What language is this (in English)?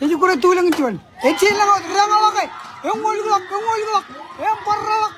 Marshallese